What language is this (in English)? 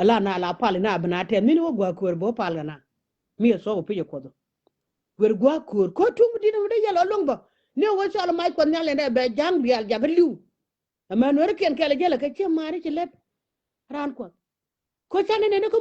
Nuer